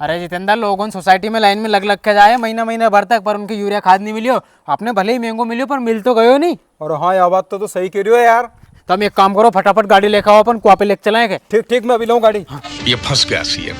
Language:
Rajasthani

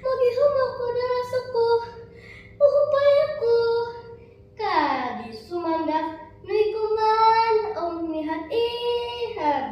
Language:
Central Dusun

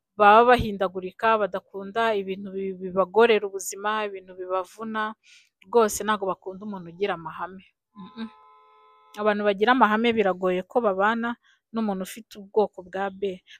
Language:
Kinyarwanda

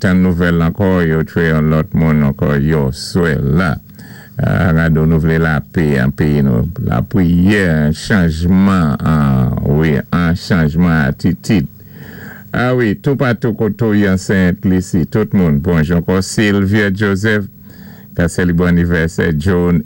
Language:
Saint Lucian Creole French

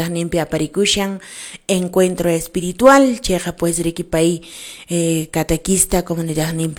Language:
Quechua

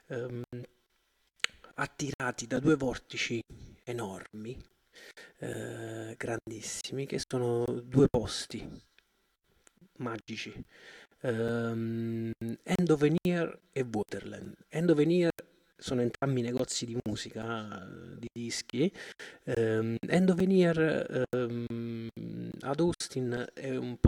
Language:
Italian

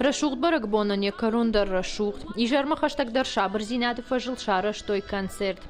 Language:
Ossetic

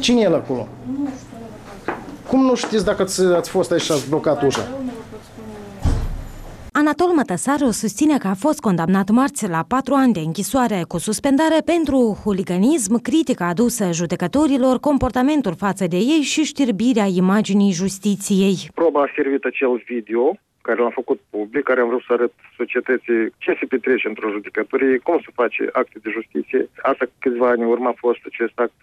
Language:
Romanian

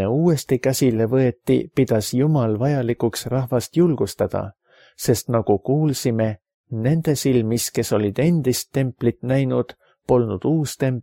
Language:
Estonian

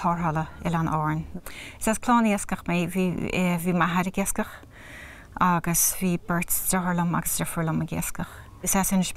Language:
Irish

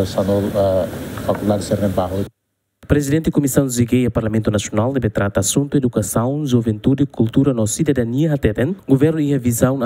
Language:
Tetum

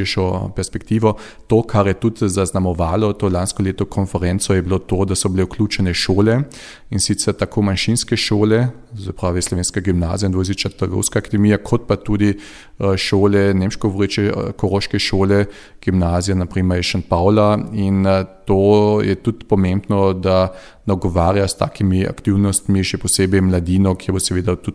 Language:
Slovenian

